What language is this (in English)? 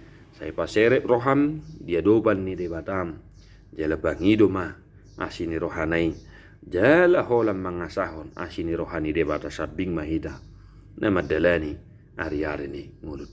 Batak Toba